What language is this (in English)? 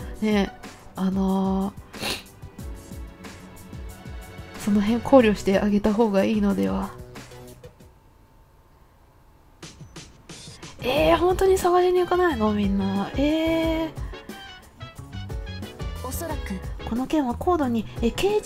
Japanese